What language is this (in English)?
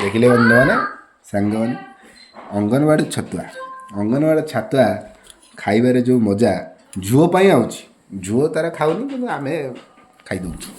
Odia